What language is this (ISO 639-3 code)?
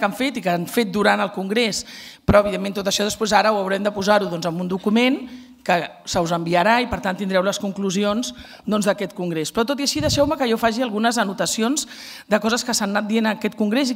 cat